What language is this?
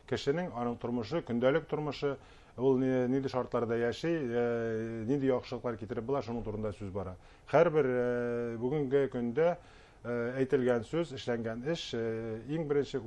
Bashkir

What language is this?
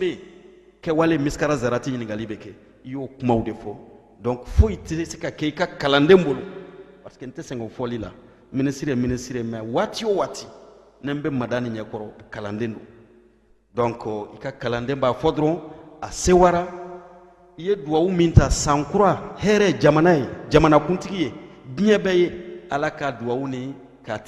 Bambara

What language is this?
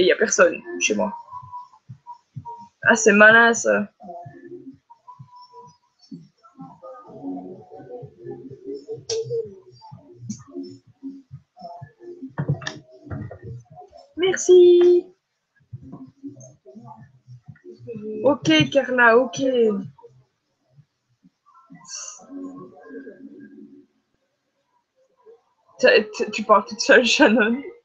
French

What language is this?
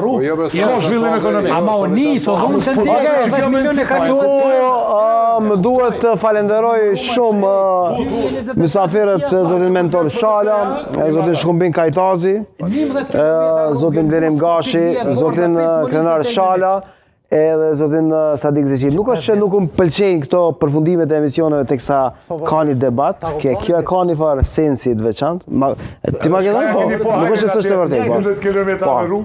Albanian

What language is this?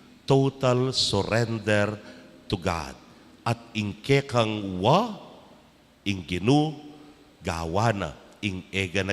Pampanga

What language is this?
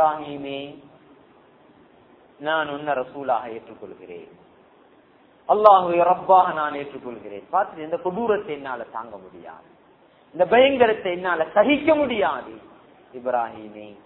Tamil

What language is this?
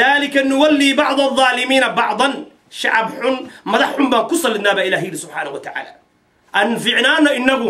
Somali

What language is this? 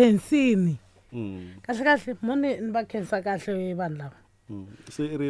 Tsonga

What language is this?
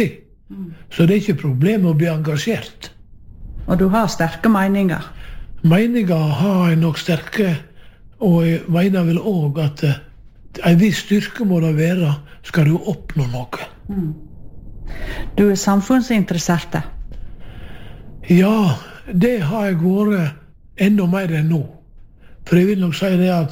Norwegian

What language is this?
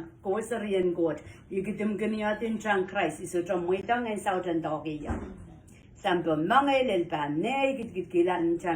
Pohnpeian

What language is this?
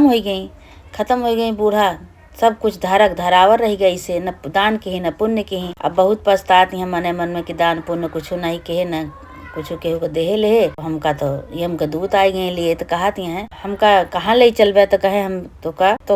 Awadhi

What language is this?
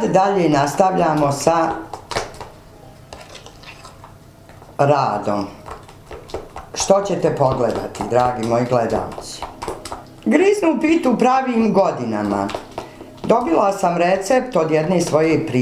Bosnian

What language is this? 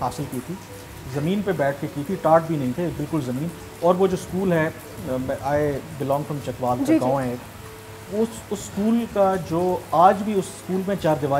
Urdu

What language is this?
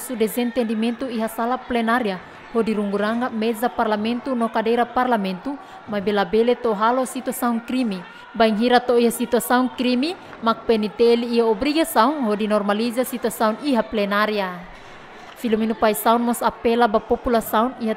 Tetum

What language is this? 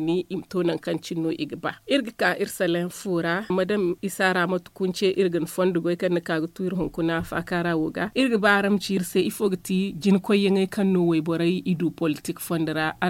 Zarma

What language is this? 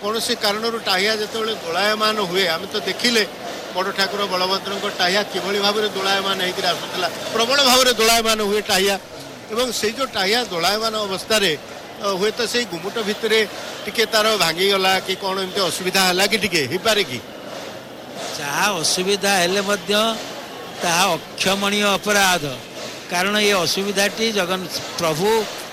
Odia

